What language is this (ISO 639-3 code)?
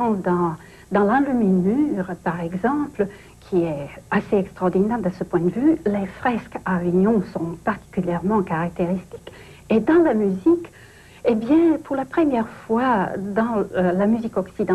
fra